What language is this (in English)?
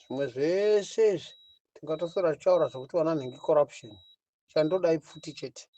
Shona